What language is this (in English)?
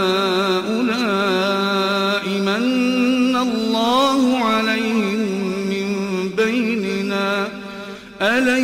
Arabic